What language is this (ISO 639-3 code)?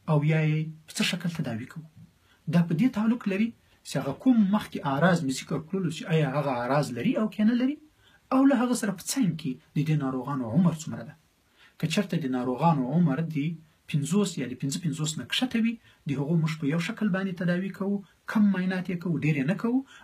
pus